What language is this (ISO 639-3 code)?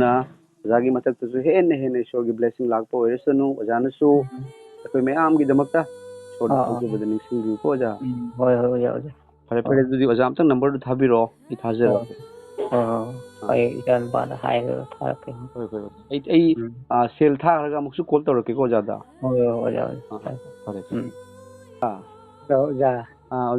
mni